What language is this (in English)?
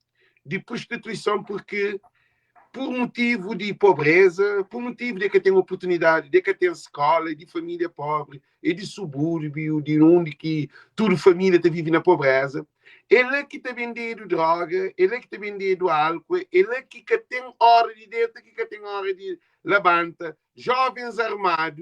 Kabuverdianu